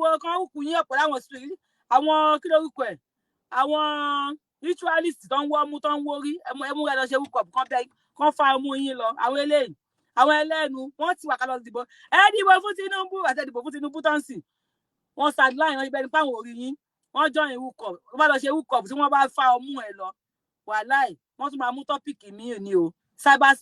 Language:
Yoruba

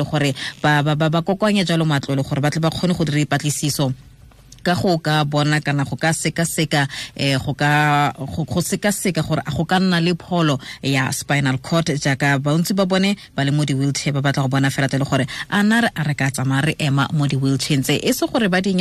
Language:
Tswana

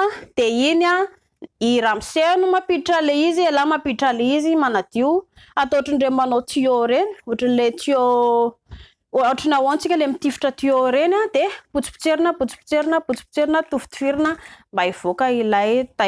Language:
Malagasy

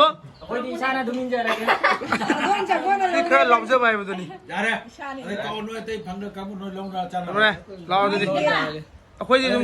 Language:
Manipuri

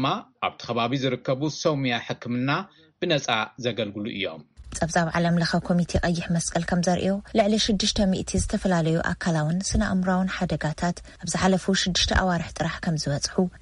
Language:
Tigrinya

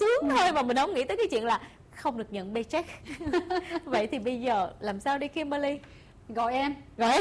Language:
Vietnamese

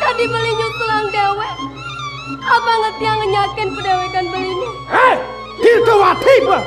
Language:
Balinese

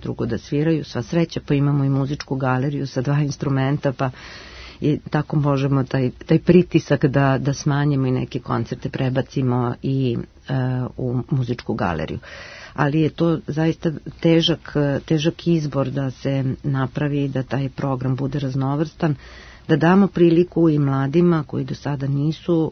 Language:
Serbian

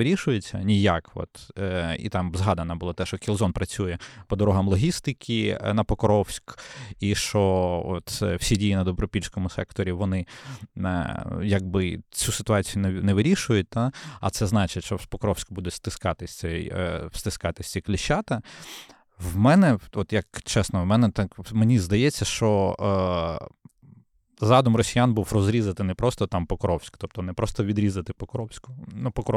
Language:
Ukrainian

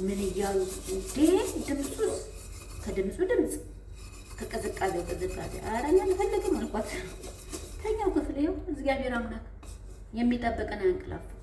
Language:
Amharic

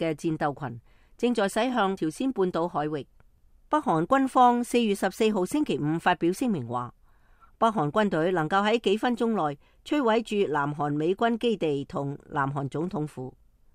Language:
Cantonese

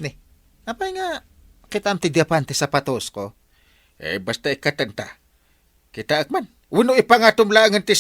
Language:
Iloko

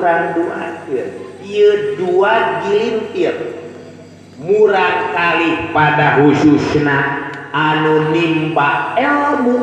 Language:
Sundanese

